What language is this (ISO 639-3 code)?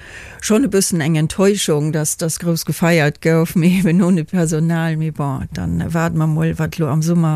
ltz